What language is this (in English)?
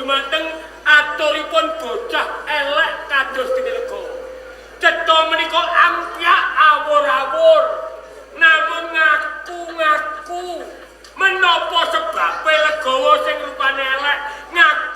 Javanese